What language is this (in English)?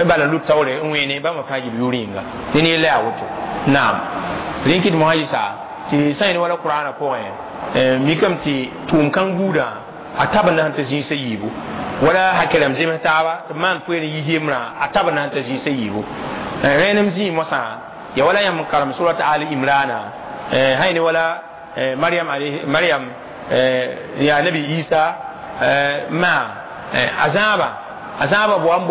Mossi